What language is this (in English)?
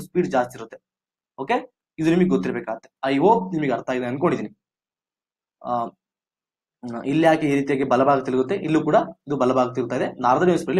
Kannada